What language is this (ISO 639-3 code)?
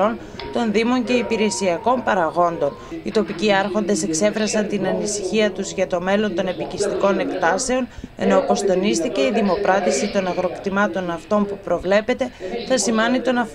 ell